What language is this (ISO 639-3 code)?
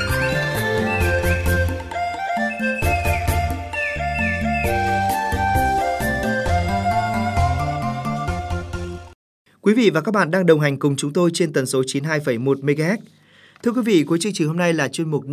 vie